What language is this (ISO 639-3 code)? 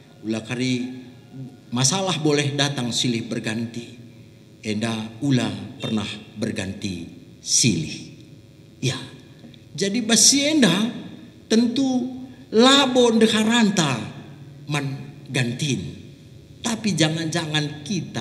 btx